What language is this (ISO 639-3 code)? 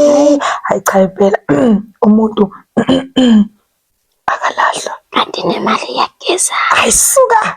zul